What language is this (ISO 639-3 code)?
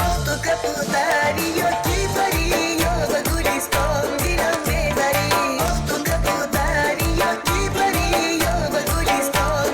tgk